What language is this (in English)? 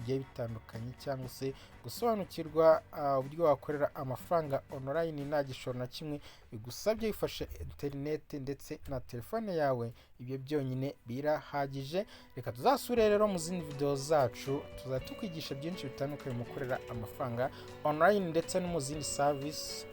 Kinyarwanda